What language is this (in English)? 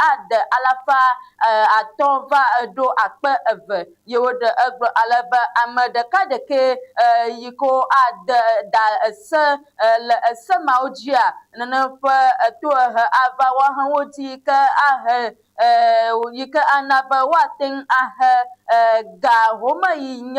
Ewe